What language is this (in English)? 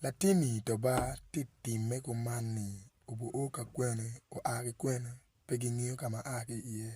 Acoli